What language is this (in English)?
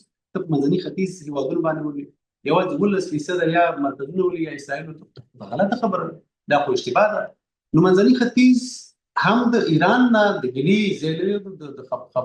Pashto